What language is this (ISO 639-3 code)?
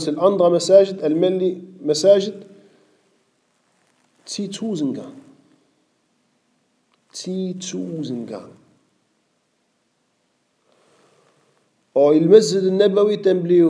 dan